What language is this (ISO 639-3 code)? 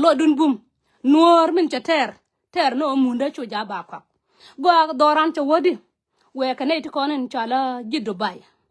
nus